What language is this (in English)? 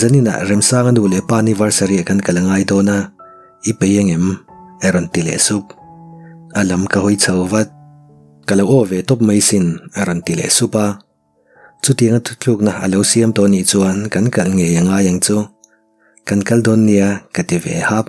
Mizo